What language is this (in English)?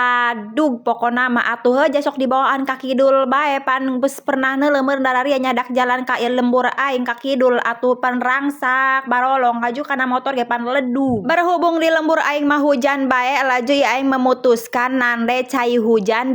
Sundanese